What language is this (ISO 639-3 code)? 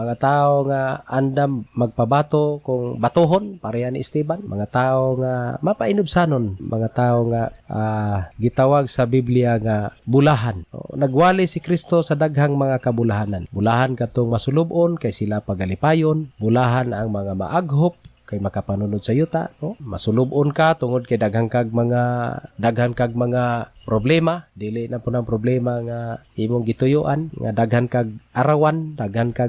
ceb